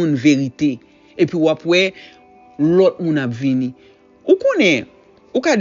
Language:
Haitian Creole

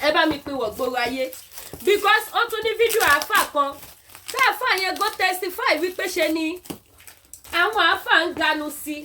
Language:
Yoruba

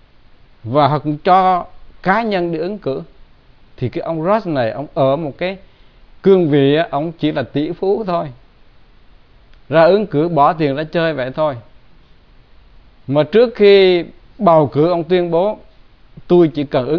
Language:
Vietnamese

